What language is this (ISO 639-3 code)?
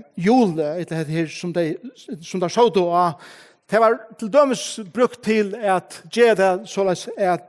fao